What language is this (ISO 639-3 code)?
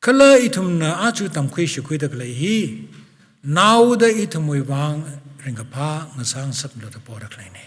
nmf